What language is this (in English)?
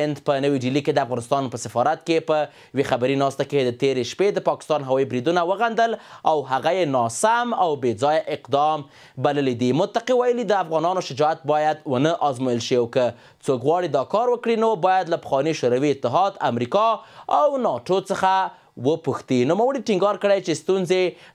Pashto